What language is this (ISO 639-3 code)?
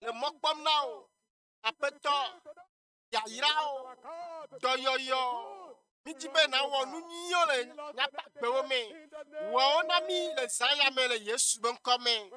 ewe